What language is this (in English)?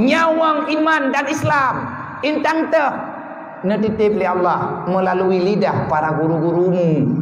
Achinese